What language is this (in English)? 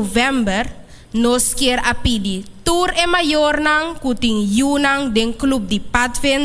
Papiamento